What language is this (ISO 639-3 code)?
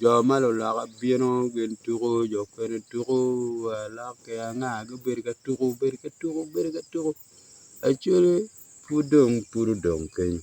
ach